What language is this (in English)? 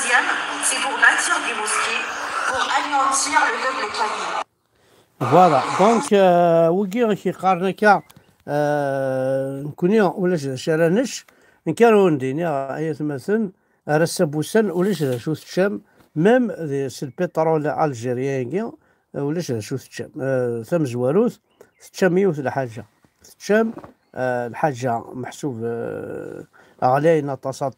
Kabyle